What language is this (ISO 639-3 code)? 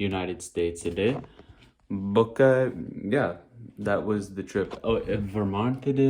tcy